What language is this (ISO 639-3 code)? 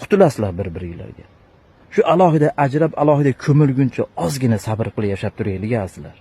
uzb